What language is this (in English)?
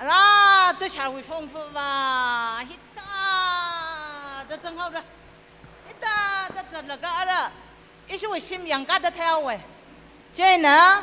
Tangkhul Naga (India)